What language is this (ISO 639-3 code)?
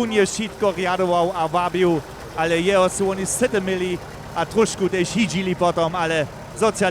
hsb